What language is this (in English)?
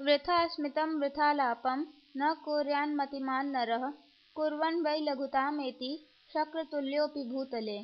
Sanskrit